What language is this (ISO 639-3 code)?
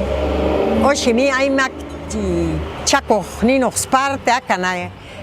jac